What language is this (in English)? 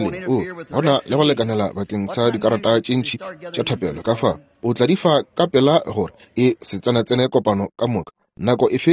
Northern Sotho